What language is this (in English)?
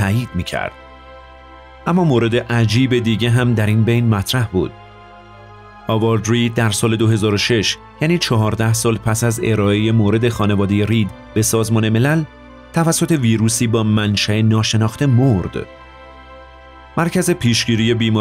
Persian